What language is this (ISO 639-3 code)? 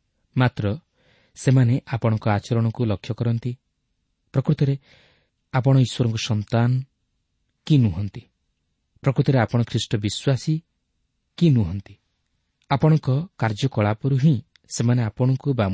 ori